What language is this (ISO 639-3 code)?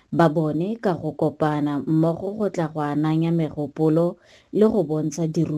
tsn